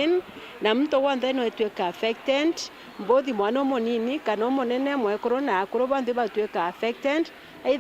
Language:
Meru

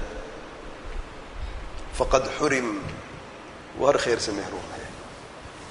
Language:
Urdu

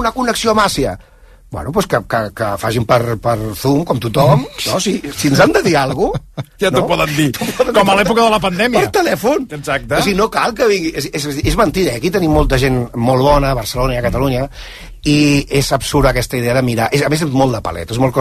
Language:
Catalan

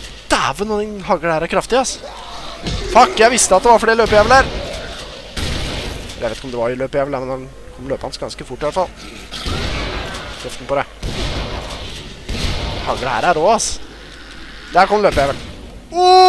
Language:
Norwegian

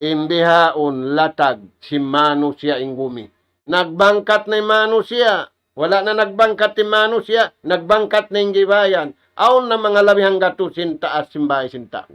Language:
Tausug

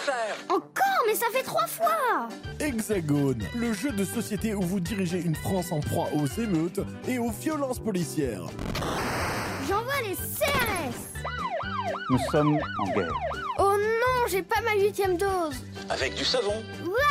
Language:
French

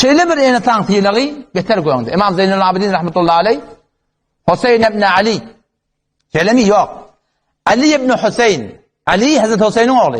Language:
Turkmen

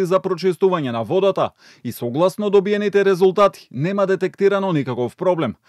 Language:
Macedonian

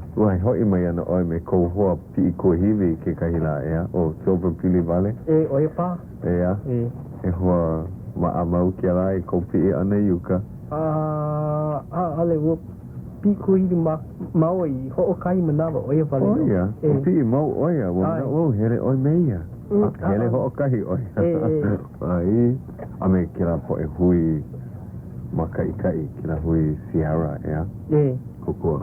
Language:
Hawaiian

